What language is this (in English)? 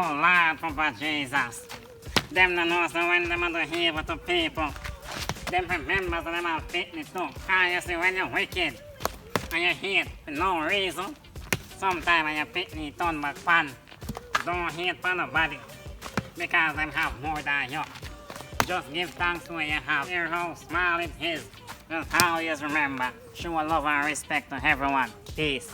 Jamaican Creole English